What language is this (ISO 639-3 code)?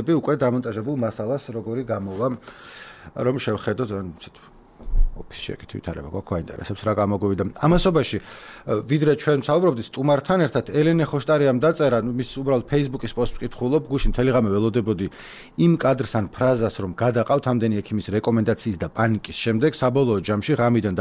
kat